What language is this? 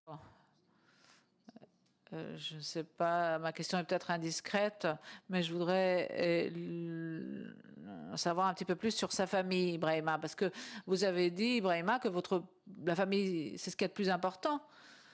French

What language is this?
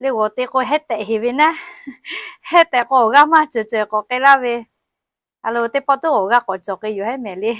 Lahu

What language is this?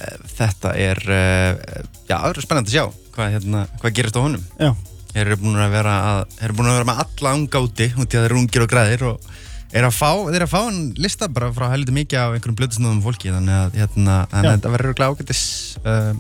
Icelandic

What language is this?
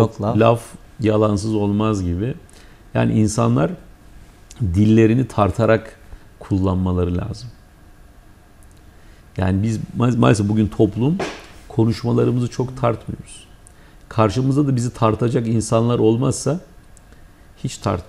Turkish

